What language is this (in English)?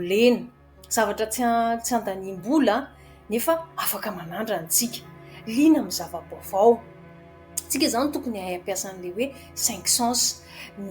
Malagasy